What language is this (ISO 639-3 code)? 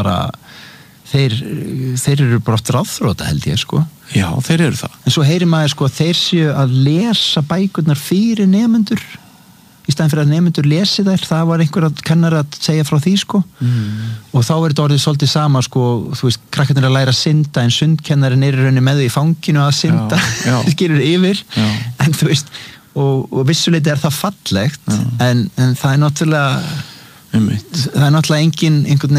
isl